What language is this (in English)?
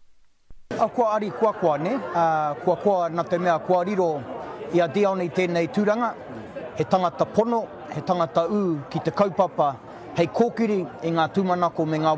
Māori